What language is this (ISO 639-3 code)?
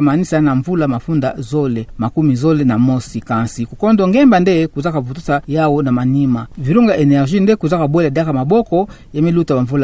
ktu